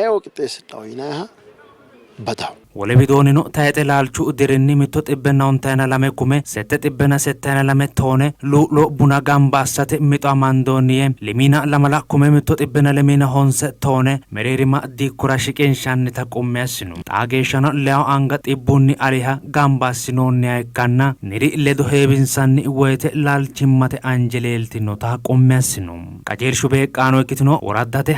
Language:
Sidamo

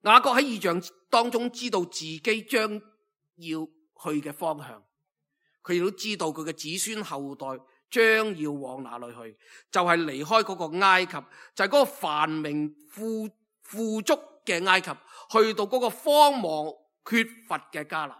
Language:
Cantonese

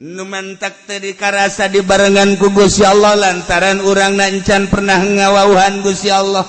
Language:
Sundanese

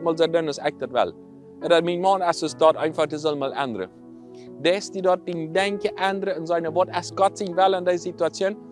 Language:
Plautdietsch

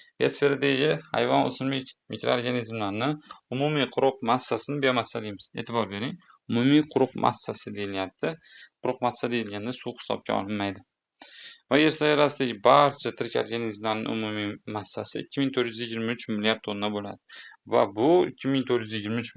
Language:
Uzbek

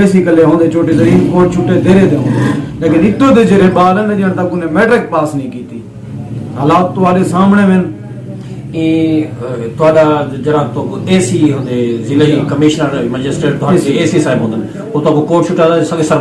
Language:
Saraiki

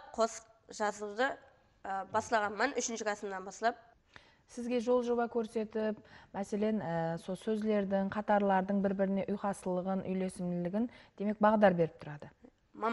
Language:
Kara-Kalpak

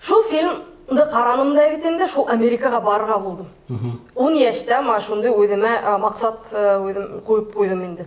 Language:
Bashkir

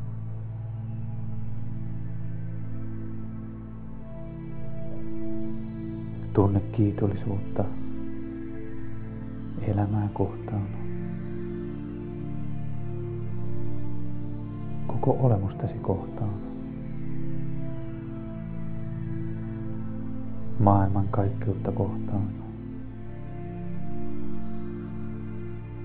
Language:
Finnish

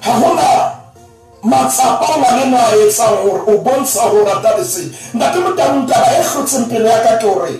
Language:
Southern Sotho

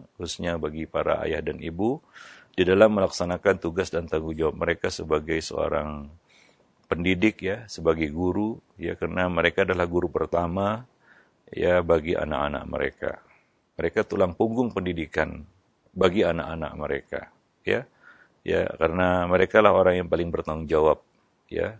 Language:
Indonesian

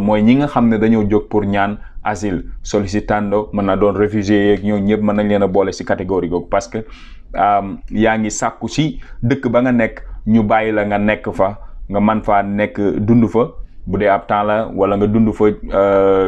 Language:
Wolof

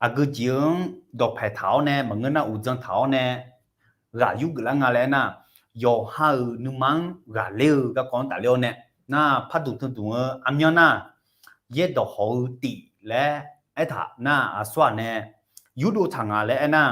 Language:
Akha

